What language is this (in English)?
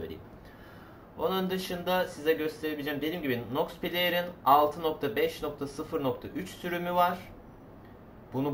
Turkish